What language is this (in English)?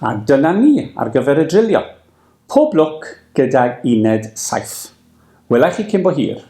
Welsh